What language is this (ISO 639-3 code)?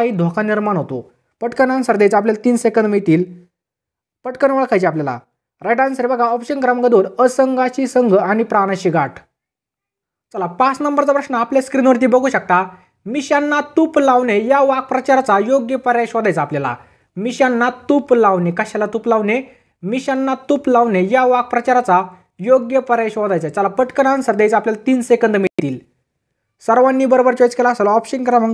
mar